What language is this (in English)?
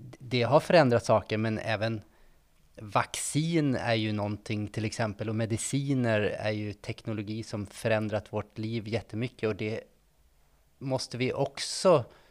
Swedish